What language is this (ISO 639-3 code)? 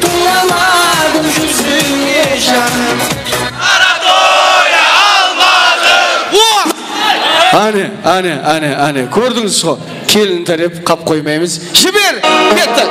kaa